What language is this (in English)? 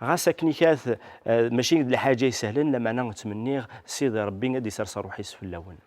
Kabyle